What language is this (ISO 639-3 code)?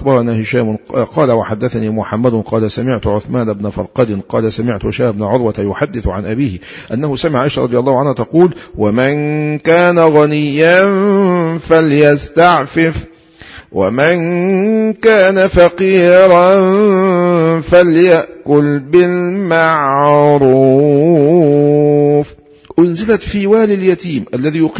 ara